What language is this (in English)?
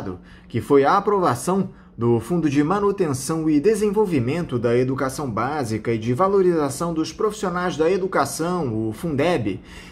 Portuguese